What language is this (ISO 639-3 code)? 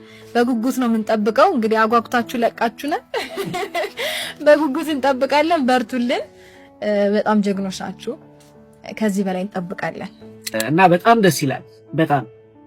amh